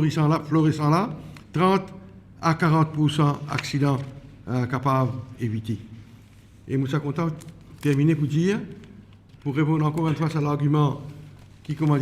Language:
Morisyen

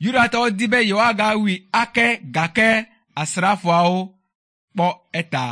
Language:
Ewe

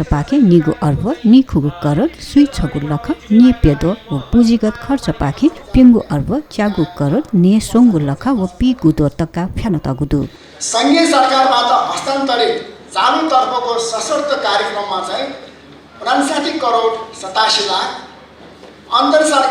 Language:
Newari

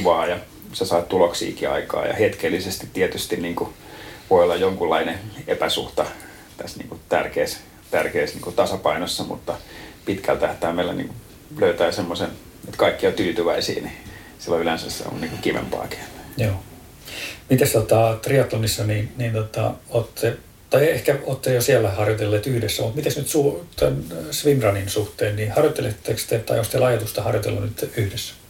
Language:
Finnish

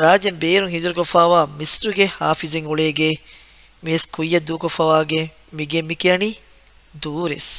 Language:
Divehi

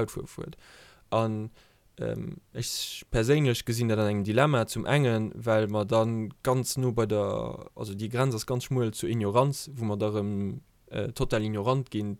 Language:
Luxembourgish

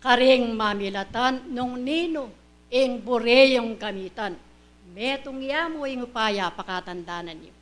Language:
Pampanga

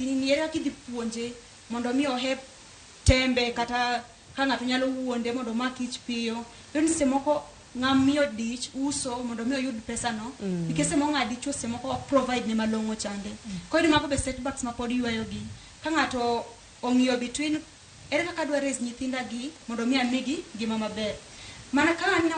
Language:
Luo (Kenya and Tanzania)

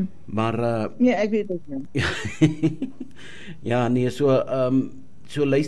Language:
Afrikaans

